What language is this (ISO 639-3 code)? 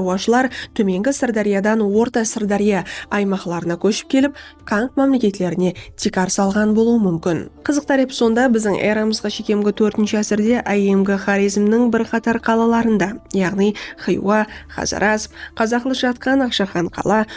kaa